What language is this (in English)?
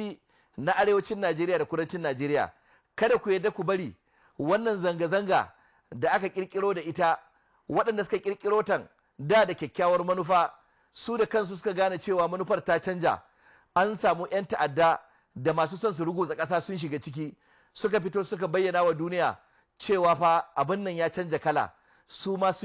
Hausa